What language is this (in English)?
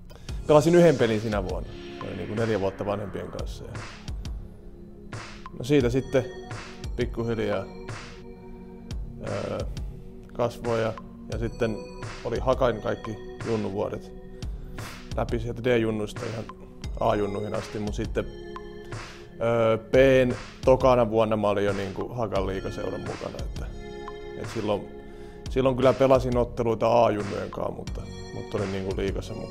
Finnish